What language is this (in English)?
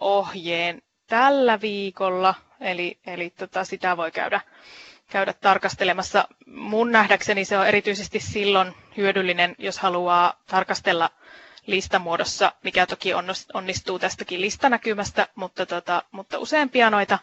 Finnish